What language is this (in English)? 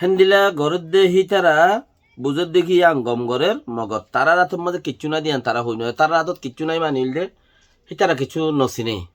Rohingya